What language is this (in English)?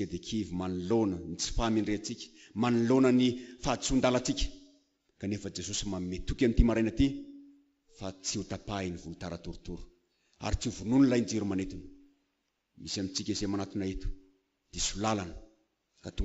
Malagasy